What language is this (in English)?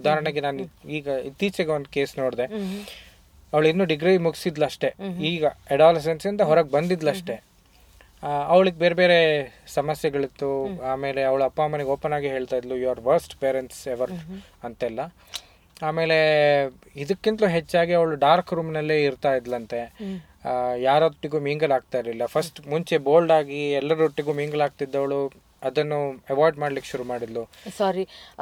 Kannada